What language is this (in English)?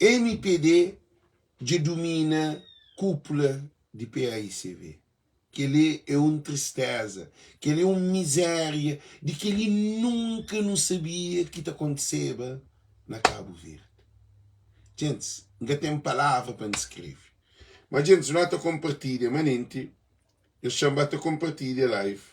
Kabuverdianu